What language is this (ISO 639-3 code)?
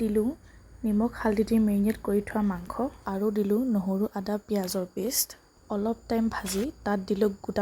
asm